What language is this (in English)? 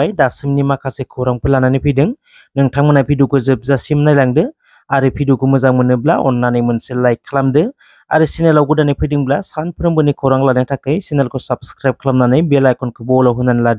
Bodo